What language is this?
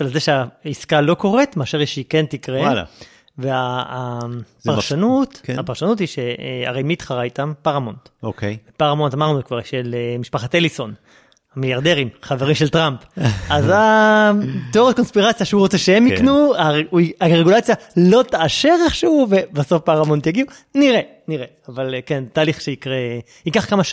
Hebrew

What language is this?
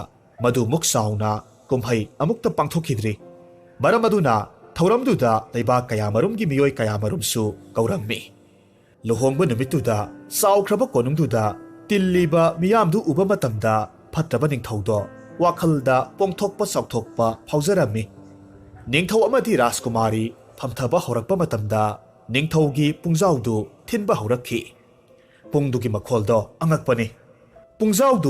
Manipuri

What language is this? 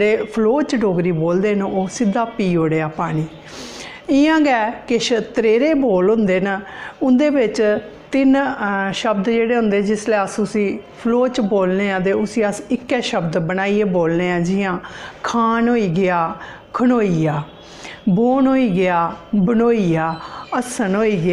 Dogri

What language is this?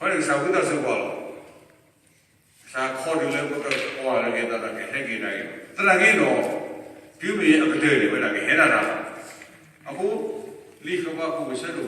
S'gaw Karen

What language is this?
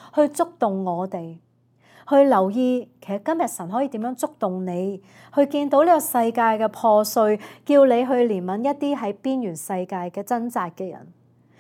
Cantonese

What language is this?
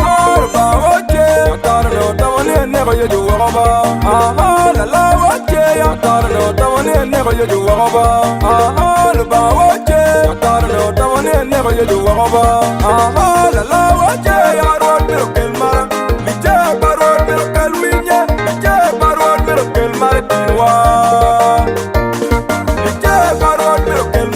Acoli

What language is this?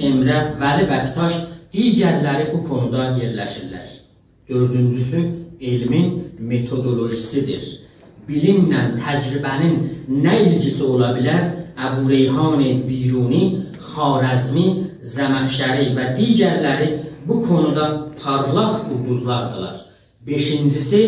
South Azerbaijani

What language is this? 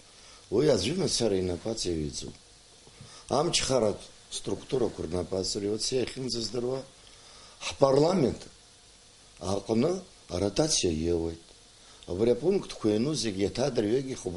Abkhazian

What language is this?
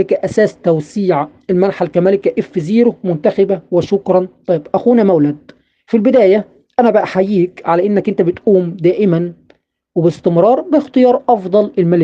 Egyptian Arabic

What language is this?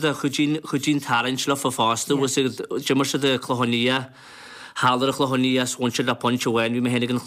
Irish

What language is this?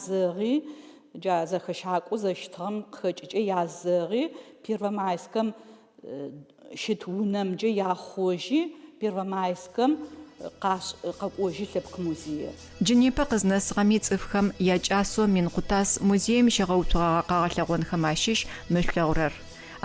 Adyghe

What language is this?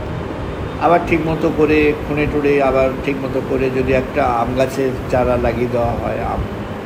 Bangla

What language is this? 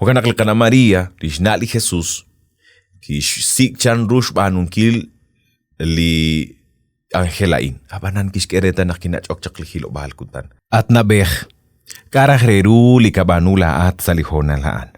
Kekchí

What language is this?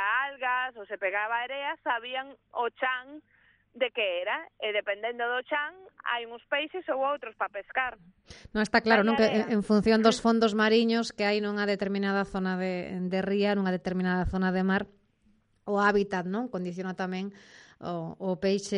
Galician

